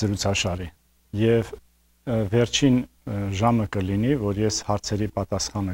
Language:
Armenian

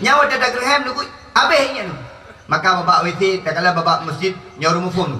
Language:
Achinese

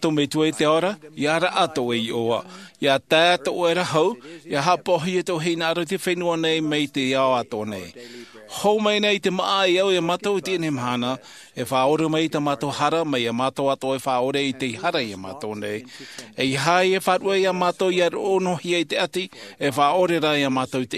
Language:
Tahitian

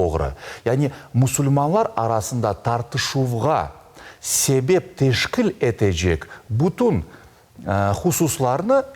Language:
Crimean Tatar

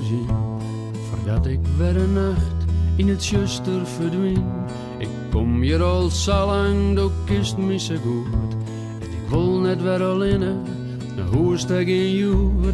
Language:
Western Frisian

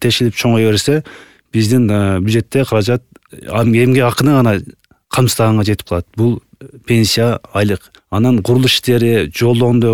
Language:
Kyrgyz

